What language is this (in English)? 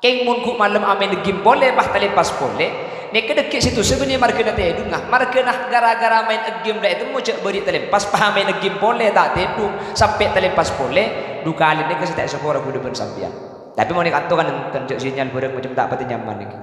Madurese